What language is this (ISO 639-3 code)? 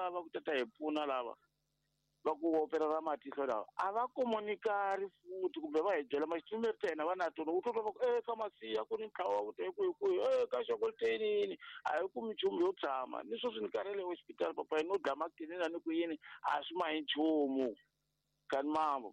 tso